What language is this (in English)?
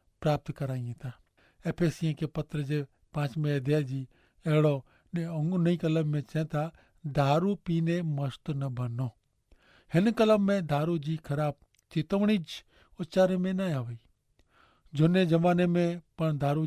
Kachhi